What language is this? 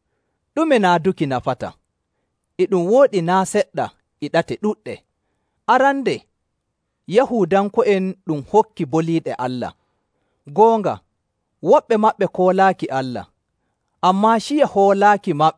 Nigerian Fulfulde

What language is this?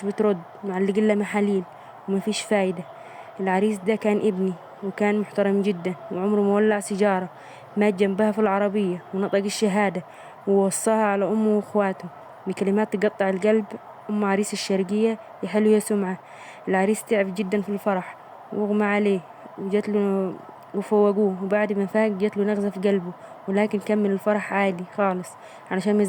Egyptian Arabic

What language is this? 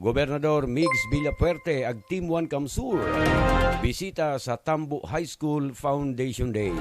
Buhi'non Bikol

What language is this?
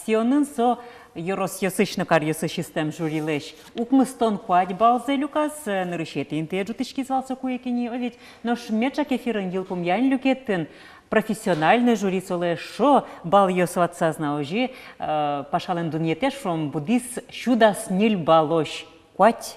Udmurt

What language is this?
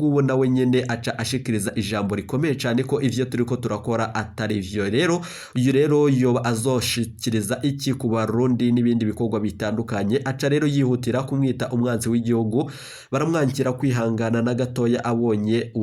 Rundi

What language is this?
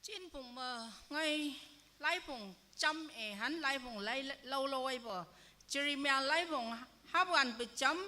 Naga Pidgin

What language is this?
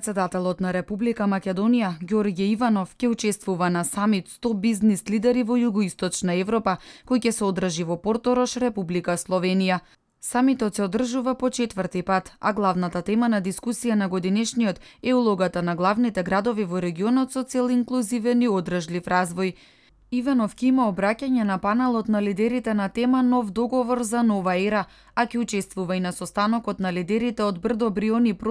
Macedonian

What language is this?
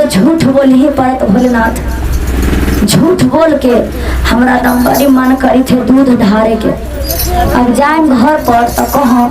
Magahi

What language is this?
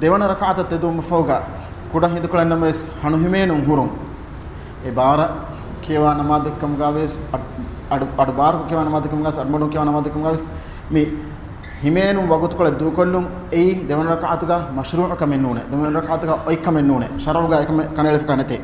Divehi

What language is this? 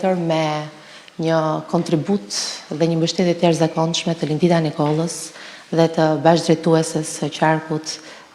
Albanian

